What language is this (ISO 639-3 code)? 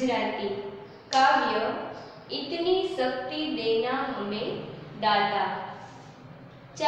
guj